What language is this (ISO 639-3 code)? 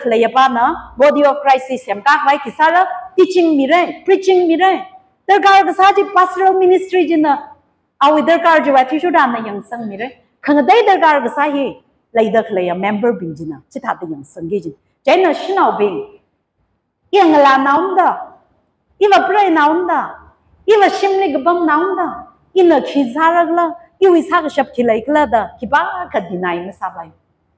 nmf